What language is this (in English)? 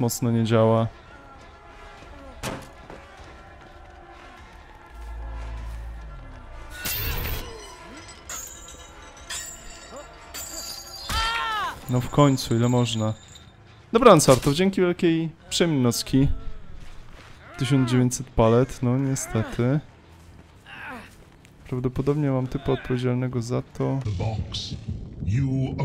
Polish